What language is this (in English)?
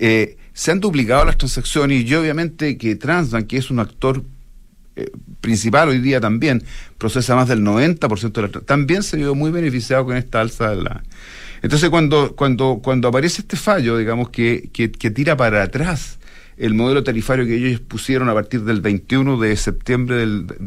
Spanish